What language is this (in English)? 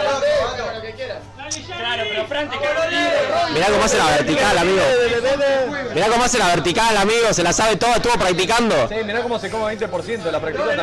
Spanish